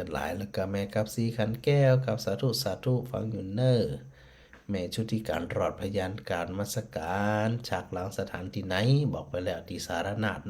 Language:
Northern Thai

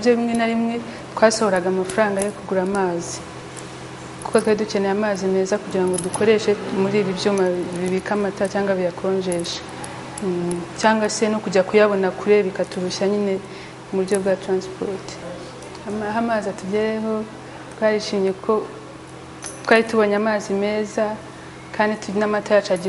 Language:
Kinyarwanda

